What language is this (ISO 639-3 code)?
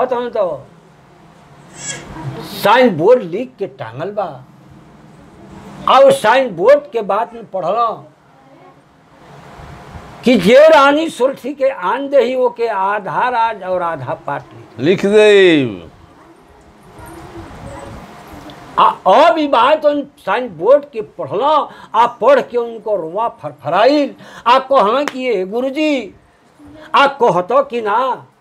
bho